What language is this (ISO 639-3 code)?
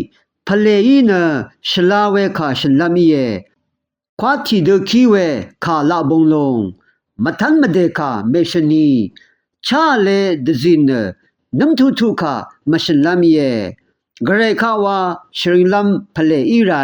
raw